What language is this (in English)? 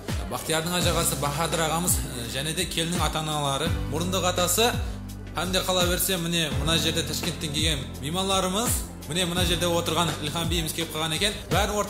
Kara-Kalpak